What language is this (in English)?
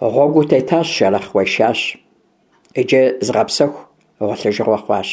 Kabardian